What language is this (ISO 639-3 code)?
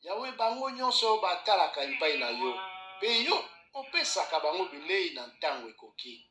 lin